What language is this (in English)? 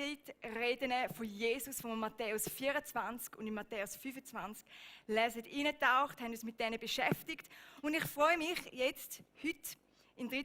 Swiss German